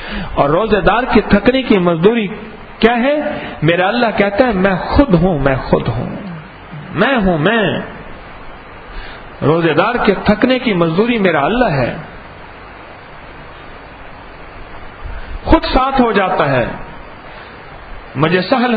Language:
Urdu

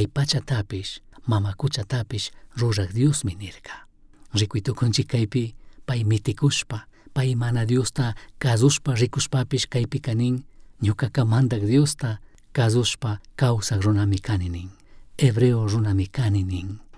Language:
Chimborazo Highland Quichua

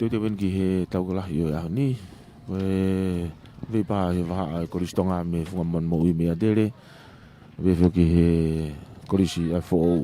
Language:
Tongan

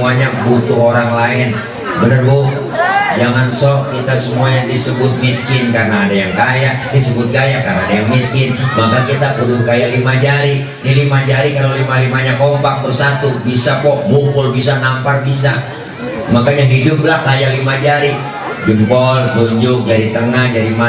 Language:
Betawi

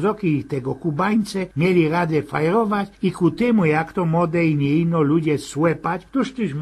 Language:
Silesian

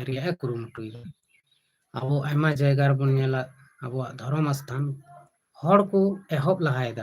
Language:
Santali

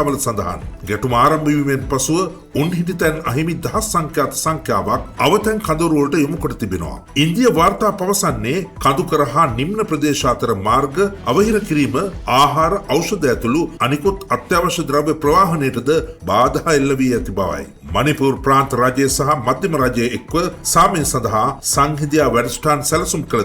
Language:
Sinhala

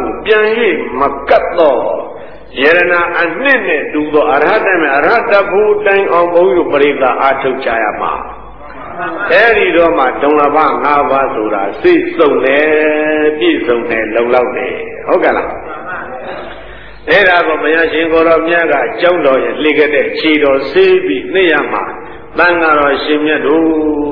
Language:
Burmese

